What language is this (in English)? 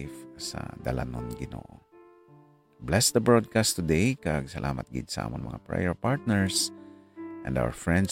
Hiligaynon